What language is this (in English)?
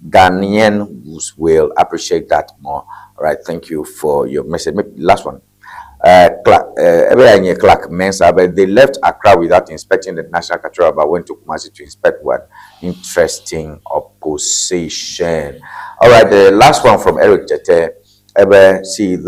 Ewe